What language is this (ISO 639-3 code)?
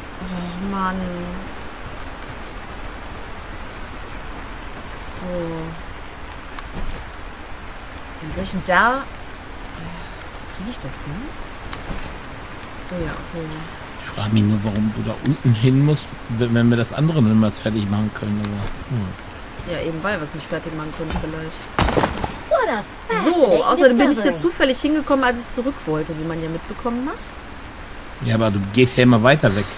deu